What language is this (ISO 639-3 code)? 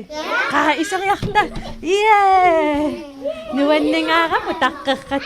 kal